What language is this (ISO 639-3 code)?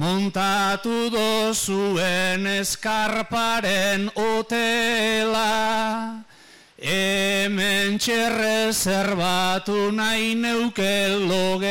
eus